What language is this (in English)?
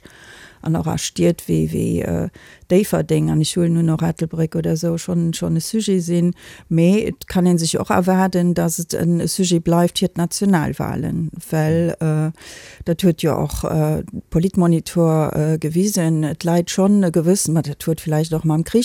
Luxembourgish